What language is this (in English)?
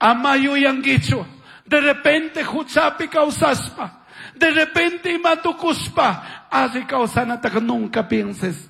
Chimborazo Highland Quichua